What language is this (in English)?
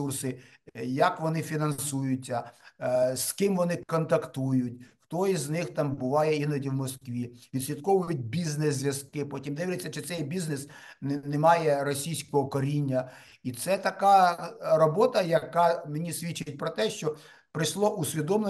Ukrainian